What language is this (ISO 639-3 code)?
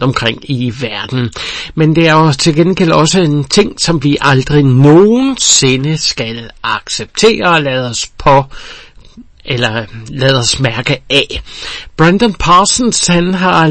dan